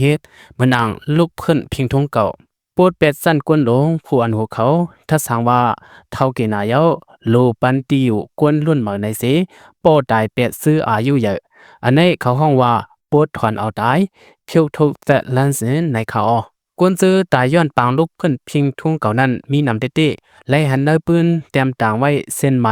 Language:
Lao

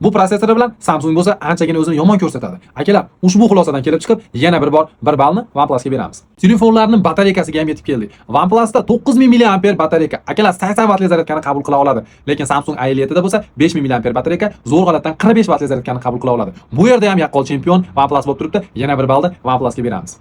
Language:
Uzbek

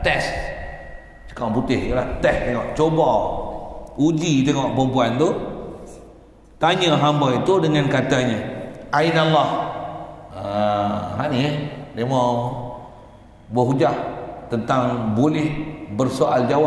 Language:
Malay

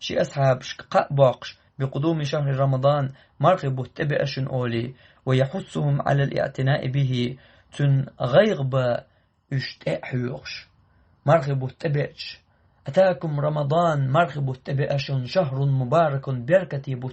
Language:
Chechen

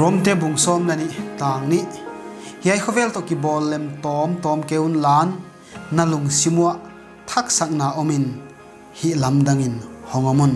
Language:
Paite Chin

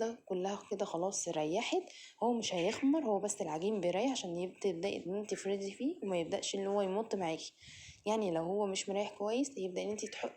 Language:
Egyptian Arabic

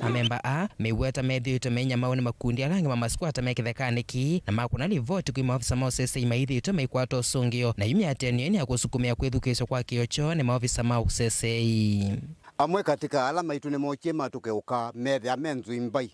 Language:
Kamba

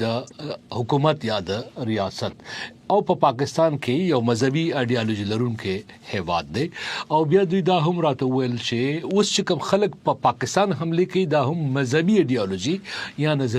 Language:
Pashto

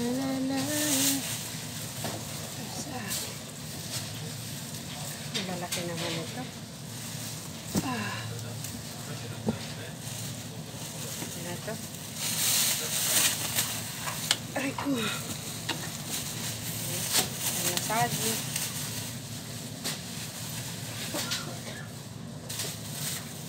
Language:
Filipino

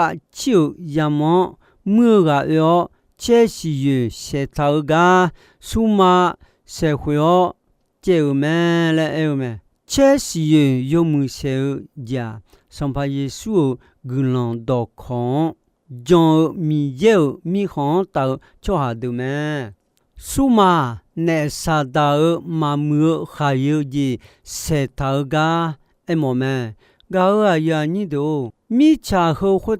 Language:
Akha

